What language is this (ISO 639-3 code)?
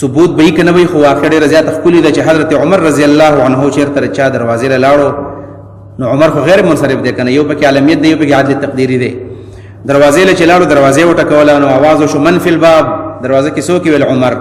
pus